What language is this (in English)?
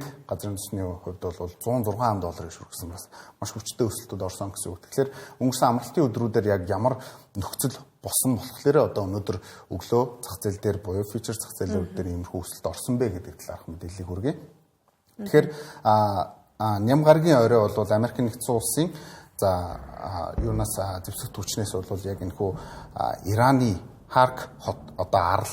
Mongolian